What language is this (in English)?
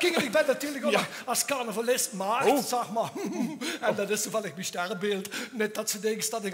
Limburgish